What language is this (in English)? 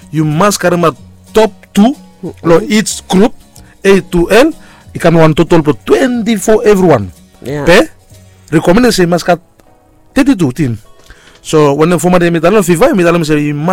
Bislama